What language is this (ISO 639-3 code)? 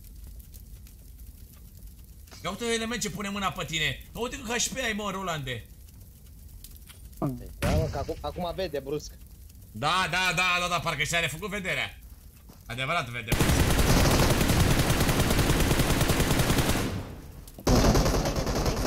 ron